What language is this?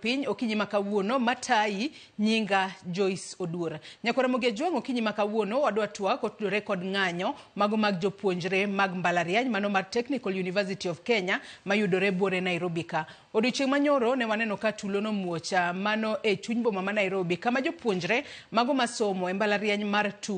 Luo (Kenya and Tanzania)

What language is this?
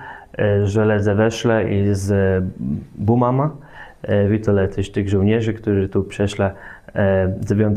Kashubian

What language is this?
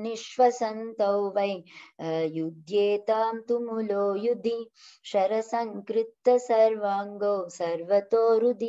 Sanskrit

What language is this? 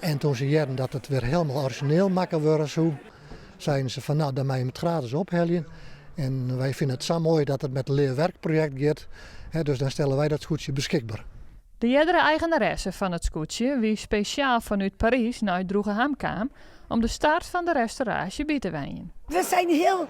Western Frisian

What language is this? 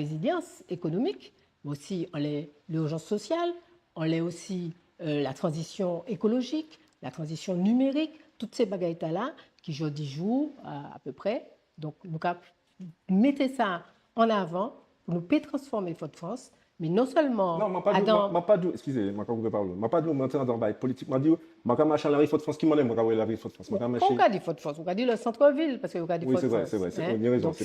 Guadeloupean Creole French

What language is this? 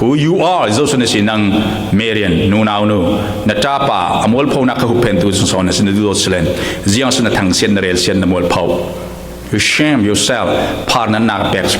Falam Chin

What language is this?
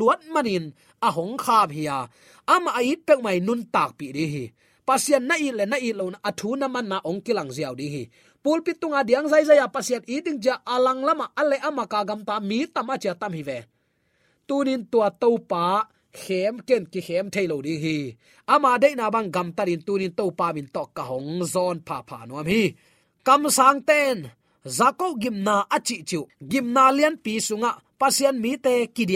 Tedim Chin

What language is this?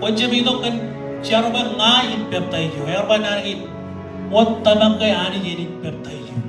Marshallese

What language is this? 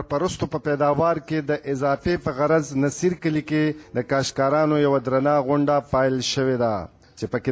Pashto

